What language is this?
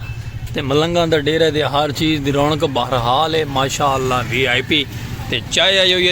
Saraiki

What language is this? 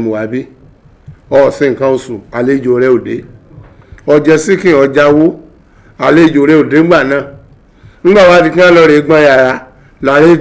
Yoruba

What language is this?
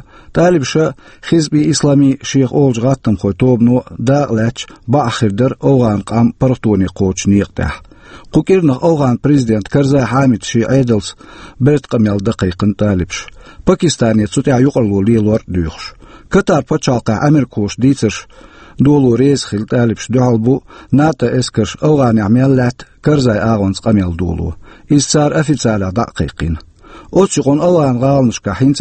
Chechen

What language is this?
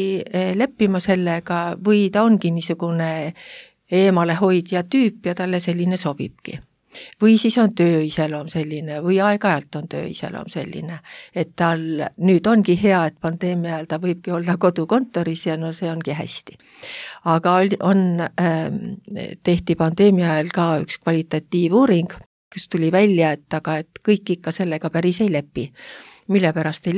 Estonian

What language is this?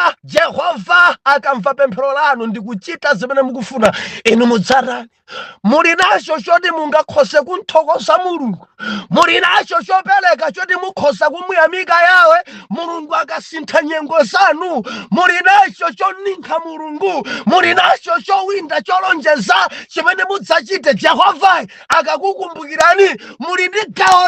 Nyanja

